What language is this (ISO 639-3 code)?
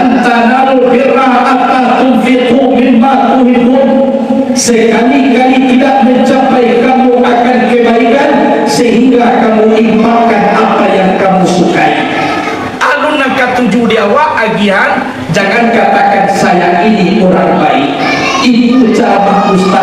min